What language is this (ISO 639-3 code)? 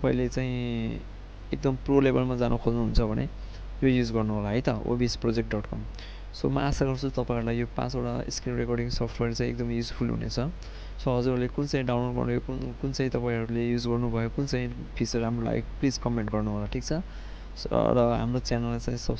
nep